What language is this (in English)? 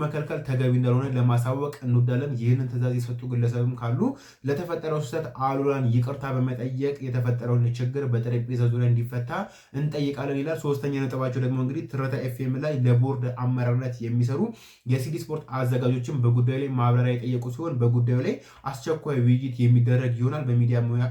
Amharic